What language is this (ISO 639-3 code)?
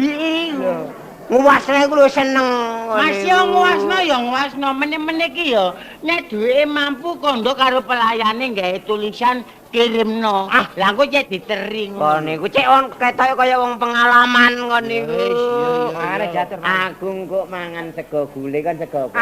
jav